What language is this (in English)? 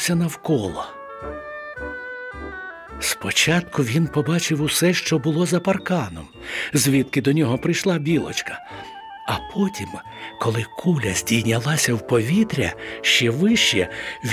Ukrainian